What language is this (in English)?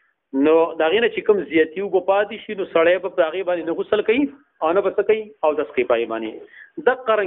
Pashto